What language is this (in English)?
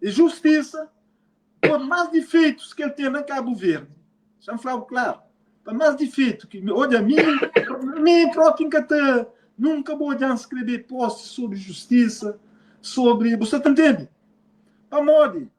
Kabuverdianu